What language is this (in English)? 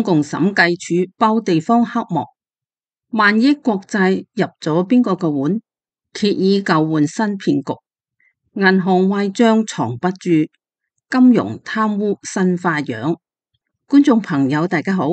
Cantonese